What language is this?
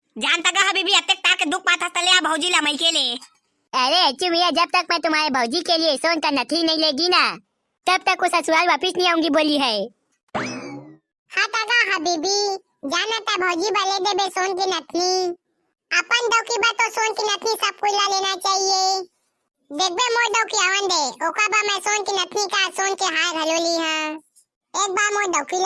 Chhattisgarhi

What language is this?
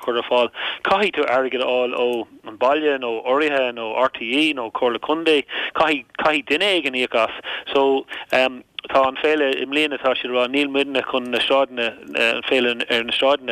Irish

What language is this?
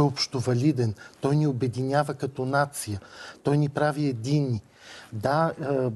Bulgarian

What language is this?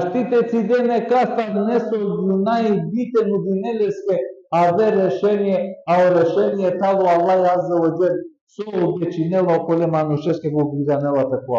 Balkan Romani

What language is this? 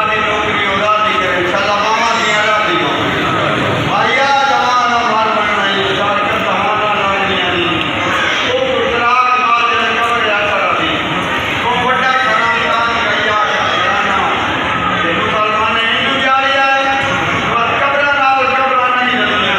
Saraiki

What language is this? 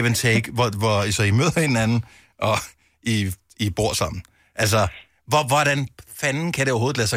Danish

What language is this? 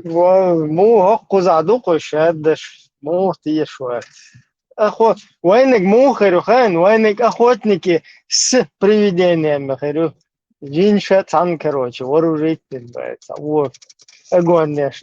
Chechen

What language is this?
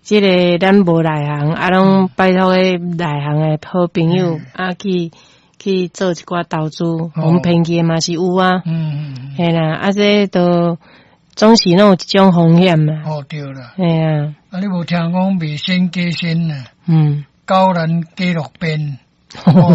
Min Nan Chinese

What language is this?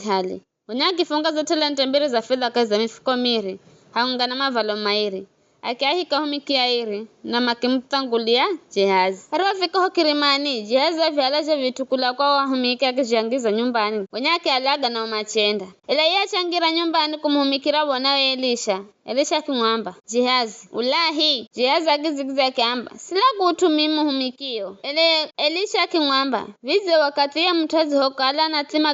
Giryama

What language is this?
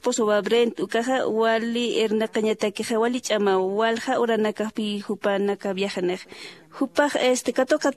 Aymara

